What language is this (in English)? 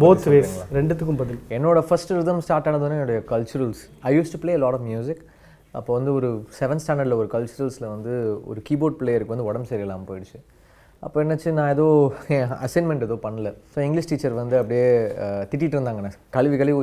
Tamil